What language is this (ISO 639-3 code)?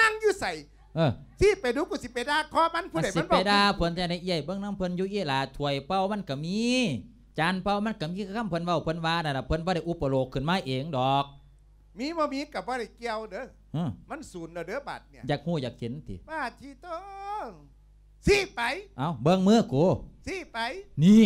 lao